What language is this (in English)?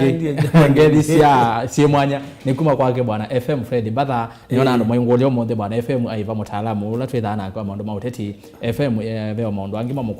Kamba